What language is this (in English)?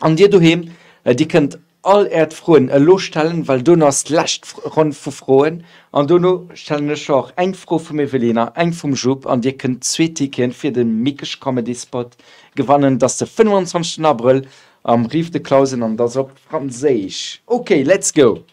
Luxembourgish